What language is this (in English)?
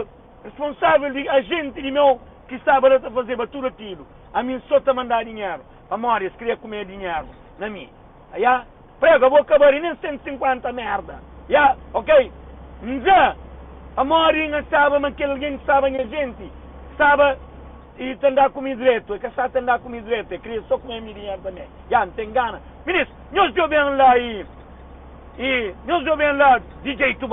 Kabuverdianu